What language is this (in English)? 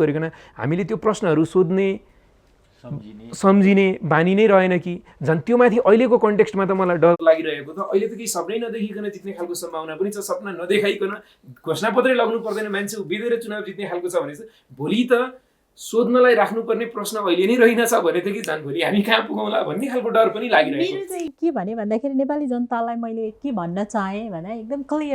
Nepali